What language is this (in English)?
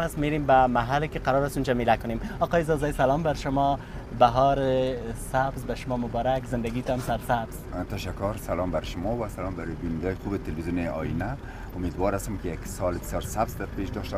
Persian